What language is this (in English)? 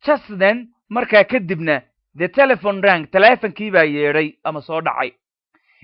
Somali